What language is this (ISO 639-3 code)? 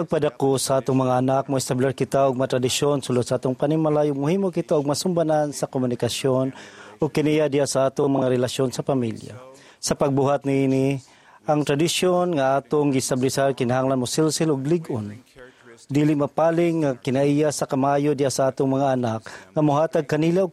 ceb